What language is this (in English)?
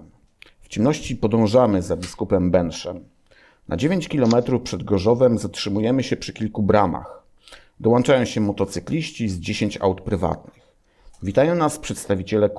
Polish